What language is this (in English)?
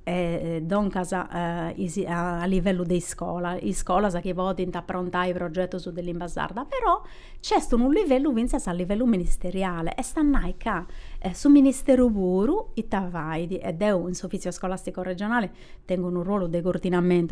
Sardinian